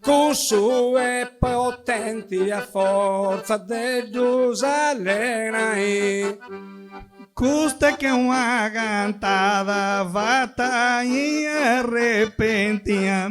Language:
Sardinian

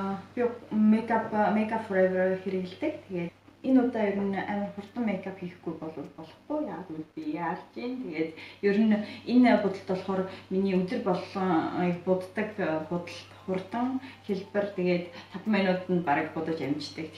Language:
Mongolian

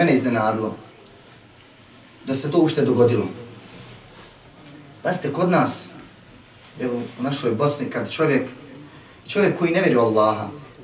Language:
Bosnian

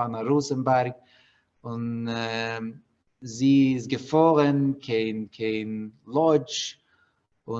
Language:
Yiddish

